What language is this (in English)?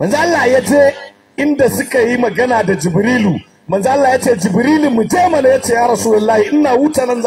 Hausa